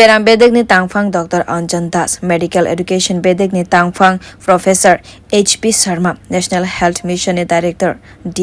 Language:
Kok Borok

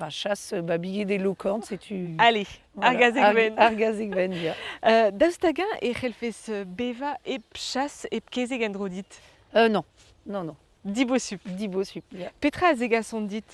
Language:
Breton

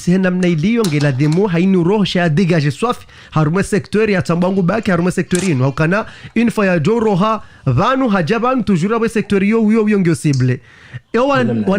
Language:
Ngazidja Comorian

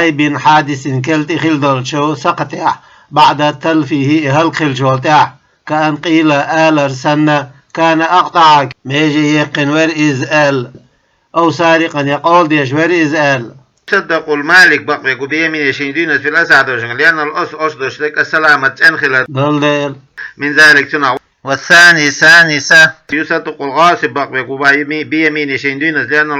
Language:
Chechen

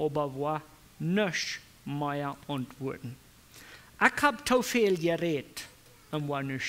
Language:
Plautdietsch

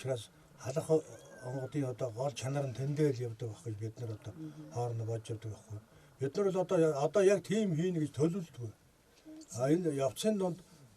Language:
Mongolian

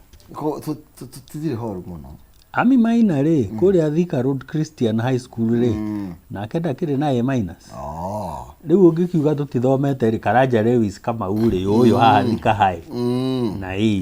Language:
Kikuyu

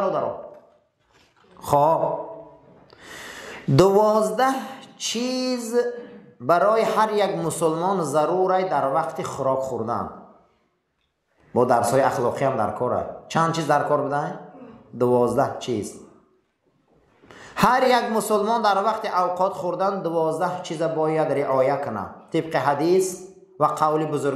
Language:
Persian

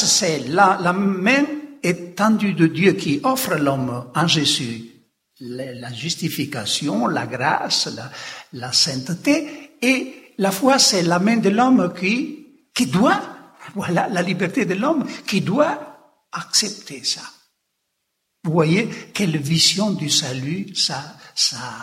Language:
French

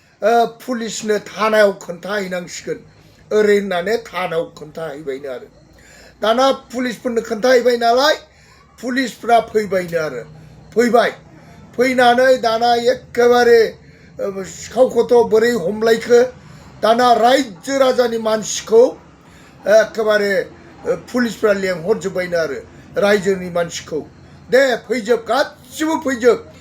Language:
Bodo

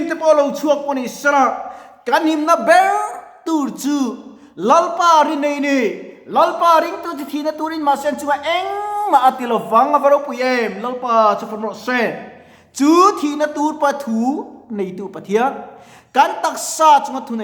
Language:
Mizo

